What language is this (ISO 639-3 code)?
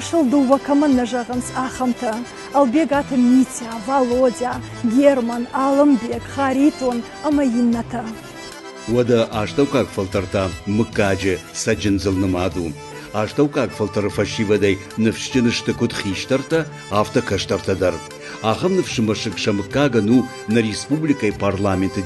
oss